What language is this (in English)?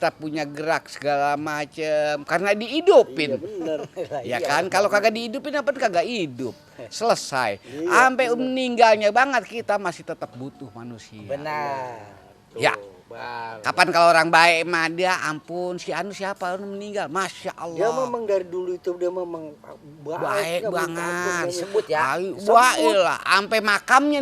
Betawi